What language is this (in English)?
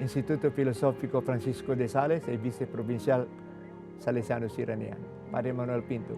Tetum